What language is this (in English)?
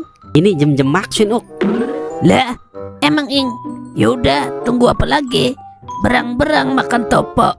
Betawi